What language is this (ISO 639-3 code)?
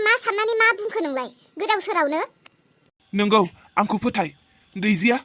brx